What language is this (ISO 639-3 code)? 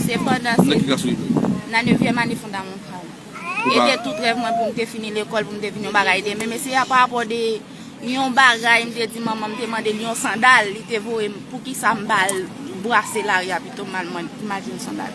hat